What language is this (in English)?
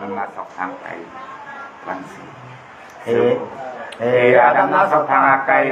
Nung (Viet Nam)